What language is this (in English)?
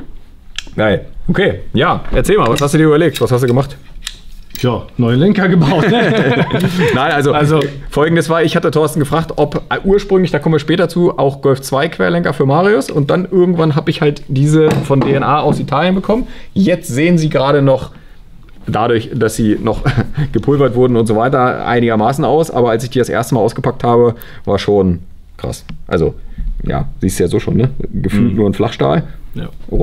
German